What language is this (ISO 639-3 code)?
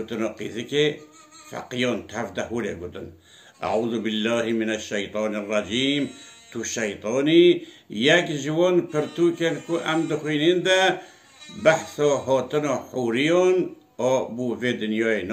kur